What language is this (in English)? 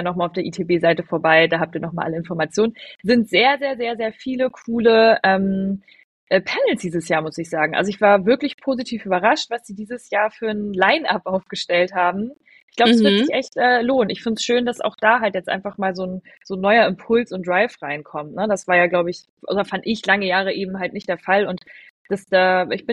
German